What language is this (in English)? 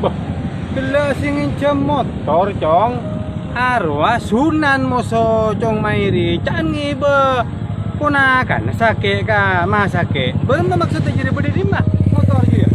Madurese